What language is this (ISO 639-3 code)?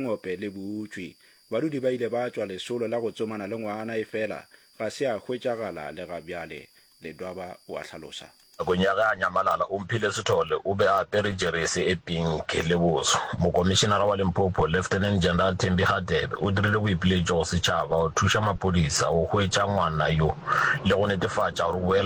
nso